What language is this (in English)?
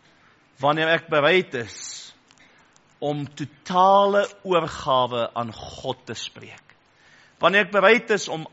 Afrikaans